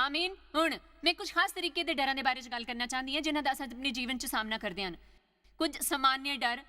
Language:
Dogri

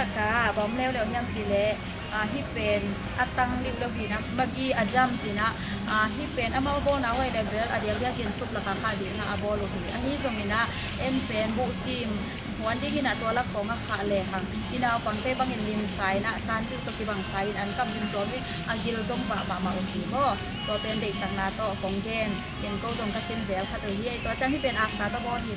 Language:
Tedim Chin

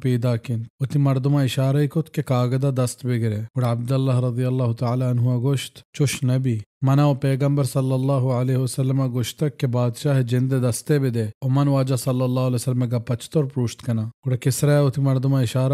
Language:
Baluchi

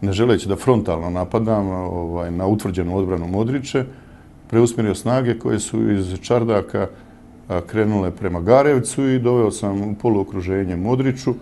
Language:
Bosnian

